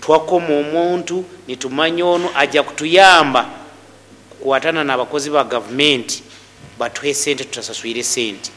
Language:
Nyoro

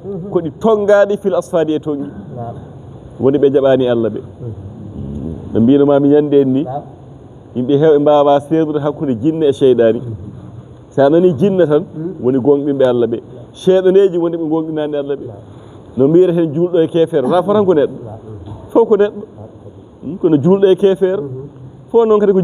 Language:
Fula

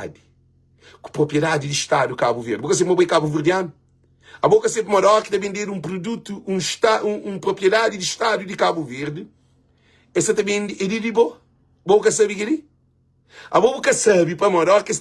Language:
Kabuverdianu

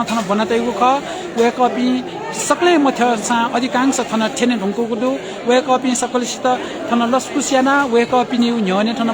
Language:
Newari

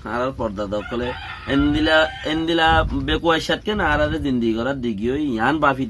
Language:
Rohingya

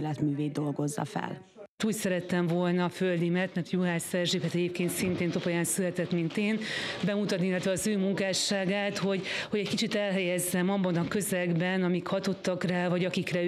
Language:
Hungarian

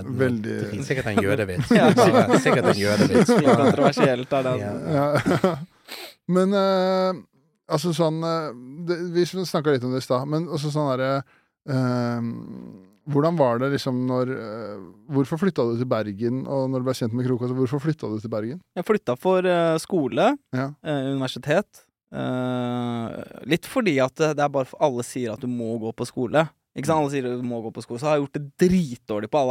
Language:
Norwegian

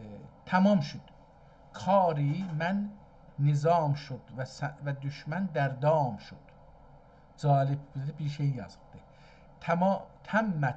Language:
South Azerbaijani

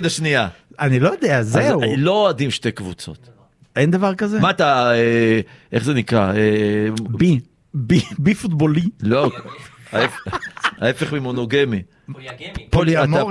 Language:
Hebrew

